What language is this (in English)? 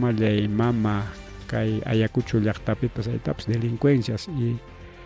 Ayacucho Quechua